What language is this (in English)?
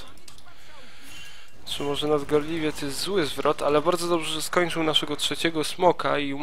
Polish